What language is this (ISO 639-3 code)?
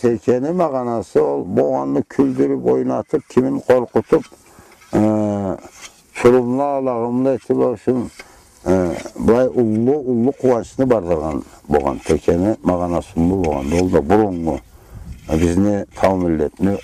krc